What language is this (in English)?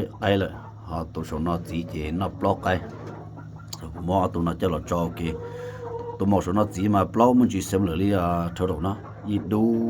Hmong